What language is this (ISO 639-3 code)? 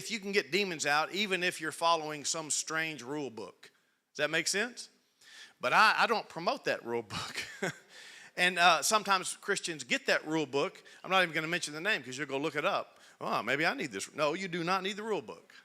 eng